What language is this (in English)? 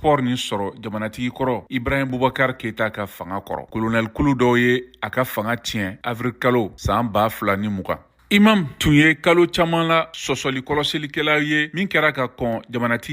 Bambara